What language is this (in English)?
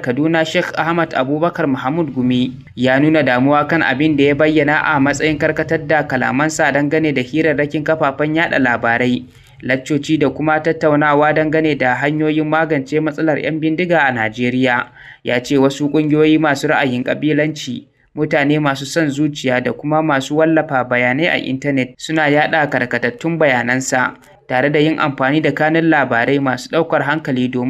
Hausa